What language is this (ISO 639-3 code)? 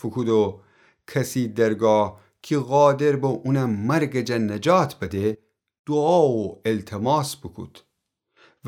glk